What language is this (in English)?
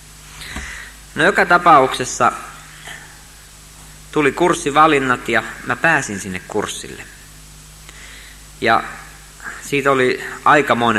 Finnish